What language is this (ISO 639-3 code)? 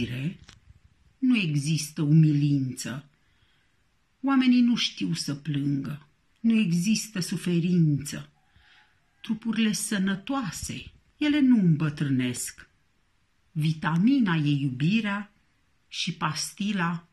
ron